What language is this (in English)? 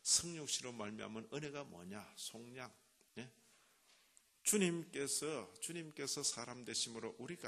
Korean